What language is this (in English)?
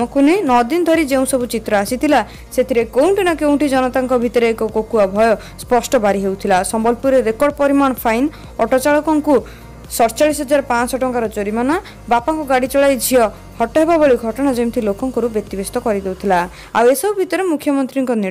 Odia